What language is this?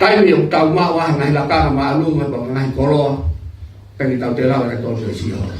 Tongan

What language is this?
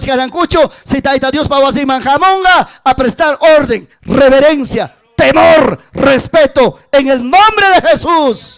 Ayacucho Quechua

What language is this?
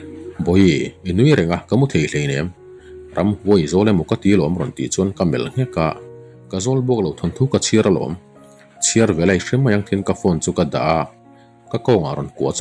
Mizo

